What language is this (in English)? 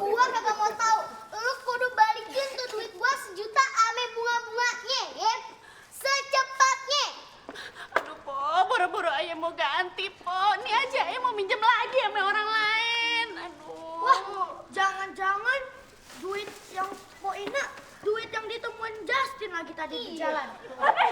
Betawi